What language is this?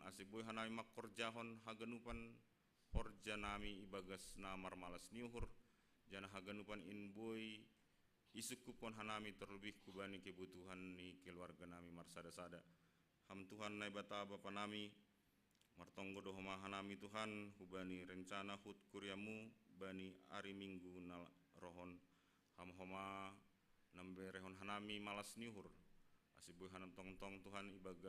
Batak Simalungun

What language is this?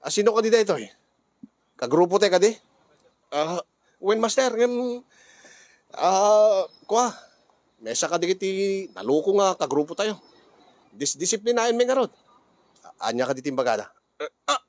Iloko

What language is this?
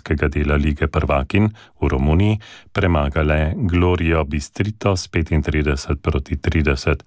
Slovenian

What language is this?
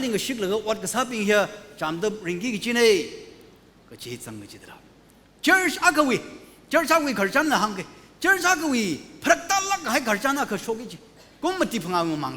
Tangkhul Naga (India)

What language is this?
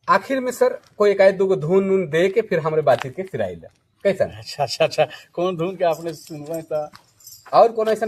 Sadri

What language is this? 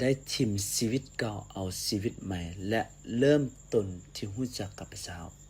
Lao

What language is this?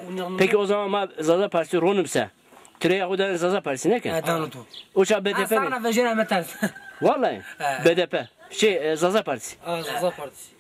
Zaza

